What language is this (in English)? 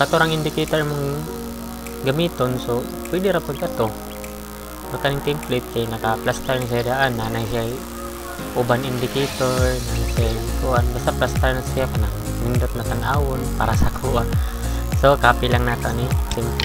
Cebuano